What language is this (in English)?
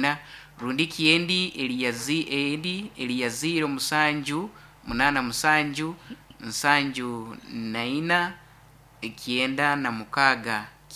Nyoro